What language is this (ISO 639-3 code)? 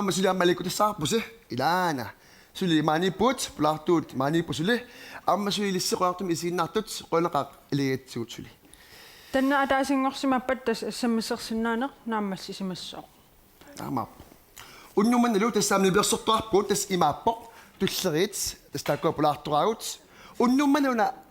kal